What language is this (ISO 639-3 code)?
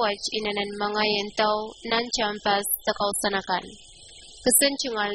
pon